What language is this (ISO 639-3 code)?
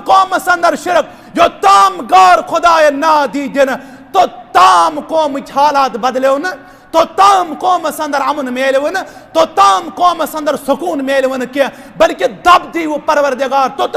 kas